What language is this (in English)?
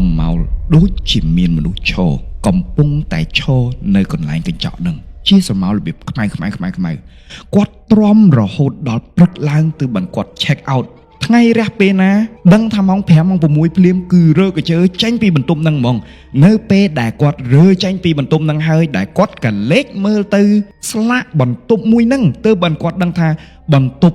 Khmer